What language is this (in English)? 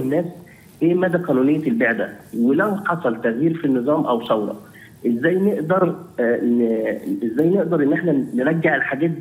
Egyptian Arabic